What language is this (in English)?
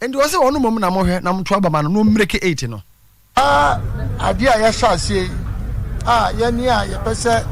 Akan